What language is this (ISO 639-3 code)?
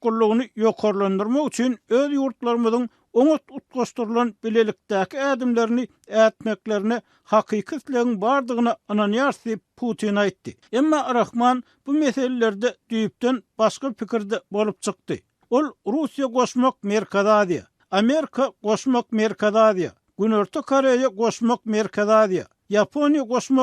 tuk